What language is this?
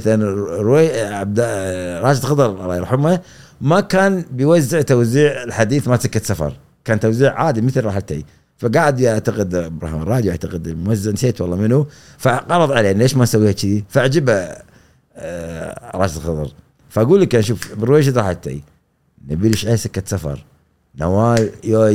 Gulf Arabic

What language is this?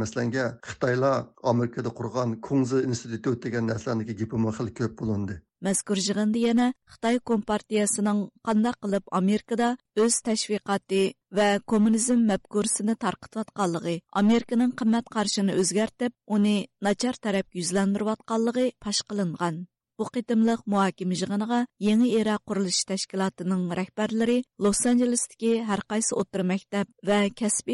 Uyghur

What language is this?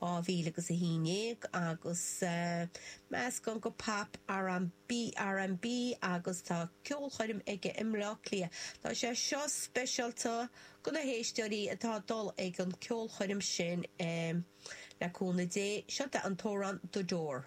Irish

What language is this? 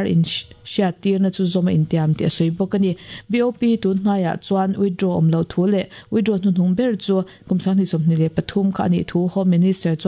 Mizo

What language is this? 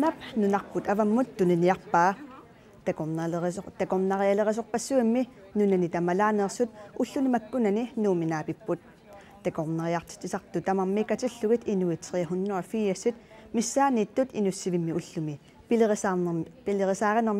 Kalaallisut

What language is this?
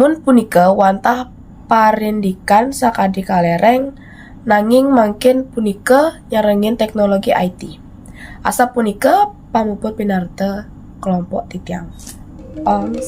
Balinese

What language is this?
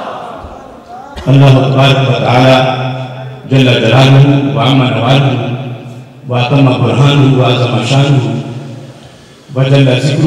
Urdu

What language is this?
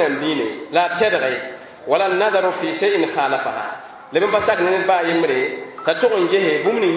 Mossi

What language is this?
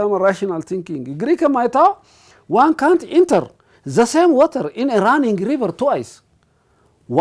Sidamo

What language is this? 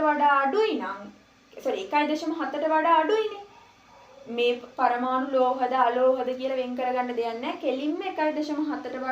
Sinhala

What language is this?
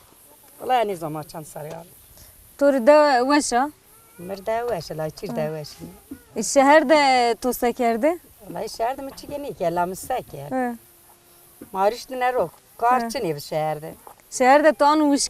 Zaza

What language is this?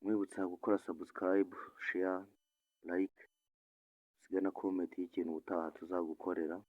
Kinyarwanda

